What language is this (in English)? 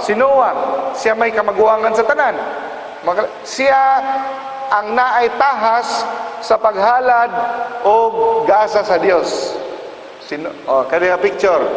Cebuano